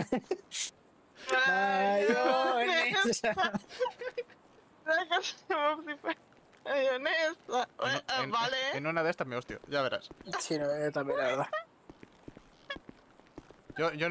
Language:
Spanish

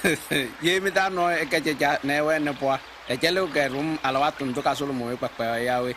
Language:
Kabiyè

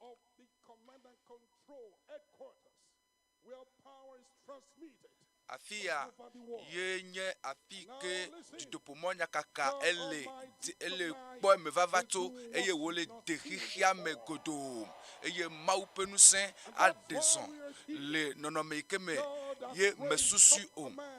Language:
Ewe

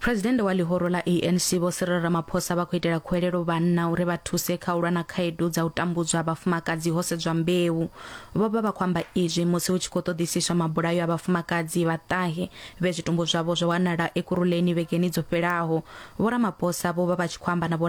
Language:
Venda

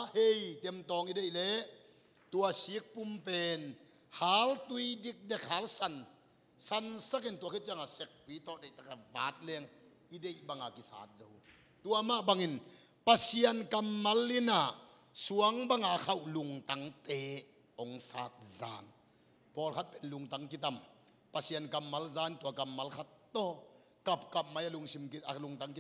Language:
Tedim Chin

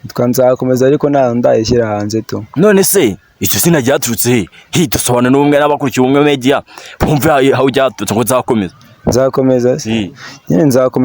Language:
Kinyarwanda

